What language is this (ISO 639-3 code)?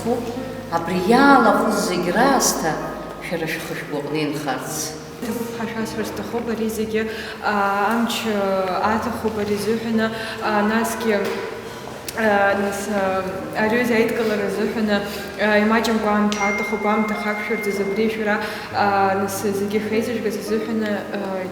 abk